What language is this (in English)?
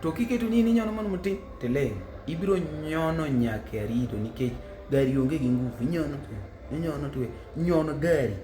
Luo (Kenya and Tanzania)